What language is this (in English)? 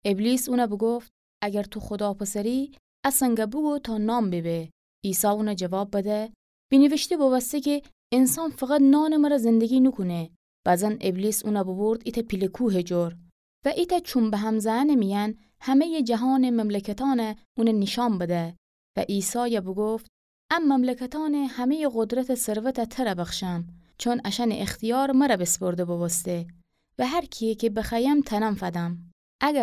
Gilaki